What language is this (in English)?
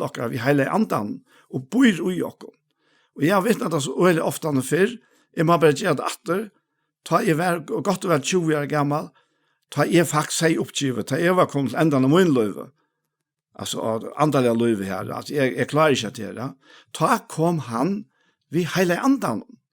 Faroese